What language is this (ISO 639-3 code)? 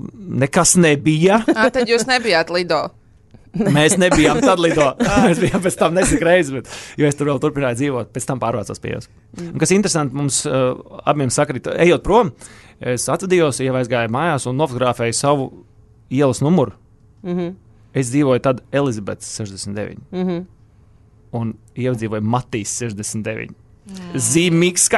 lav